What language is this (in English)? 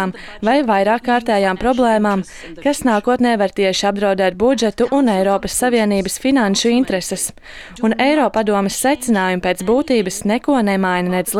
Latvian